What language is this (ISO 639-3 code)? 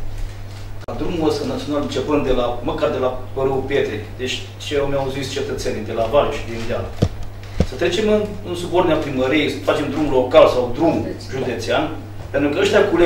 ron